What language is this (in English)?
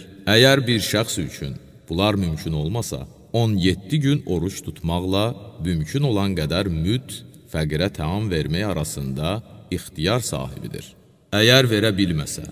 Azerbaijani